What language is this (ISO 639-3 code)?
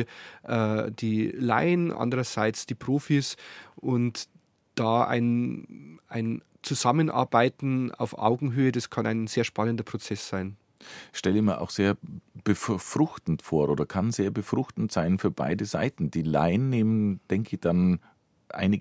deu